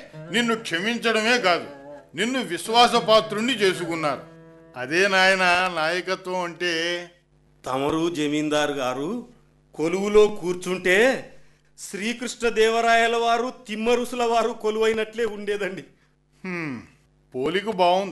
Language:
Telugu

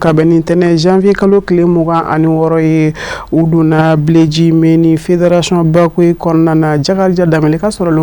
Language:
Bambara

